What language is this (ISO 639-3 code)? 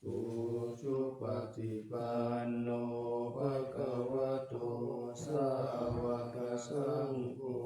pli